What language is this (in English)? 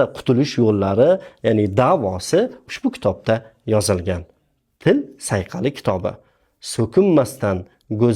Uzbek